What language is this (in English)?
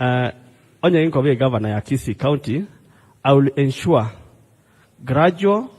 Gusii